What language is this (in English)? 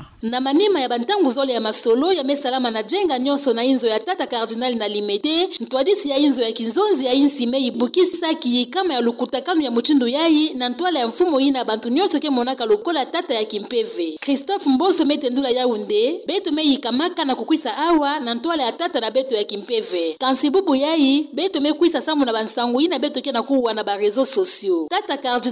Kituba (Democratic Republic of Congo)